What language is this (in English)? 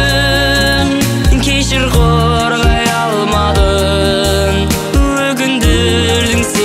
Kazakh